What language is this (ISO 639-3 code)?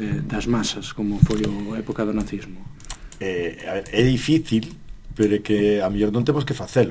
glg